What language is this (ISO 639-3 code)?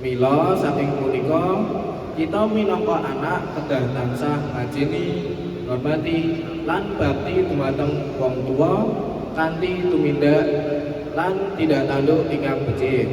jav